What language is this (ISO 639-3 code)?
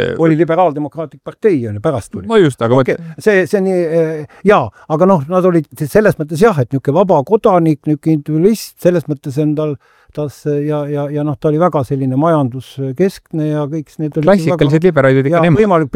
est